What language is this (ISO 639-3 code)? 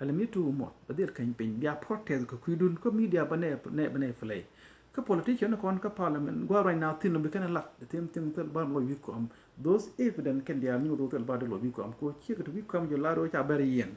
nus